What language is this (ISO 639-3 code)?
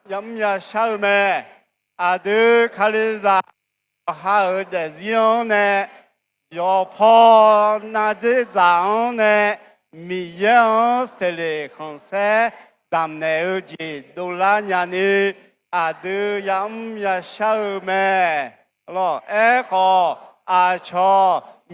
ahk